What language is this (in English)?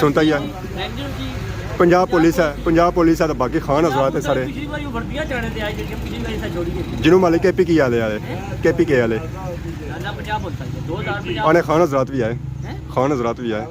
Pahari-Potwari